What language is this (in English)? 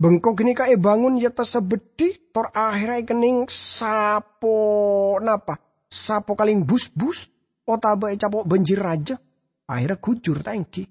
Madurese